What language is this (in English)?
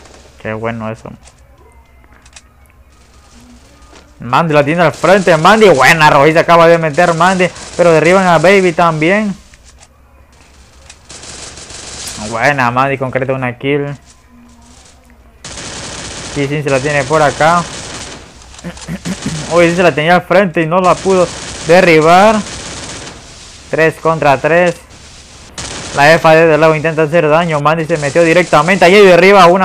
Spanish